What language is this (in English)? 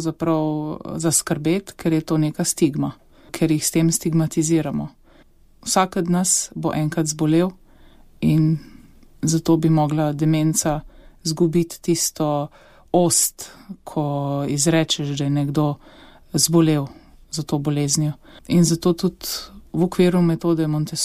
Slovenian